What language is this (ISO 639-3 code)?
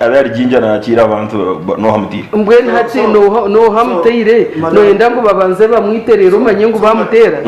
nyn